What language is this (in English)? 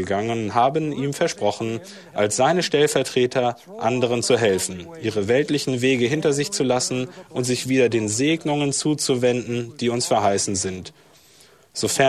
German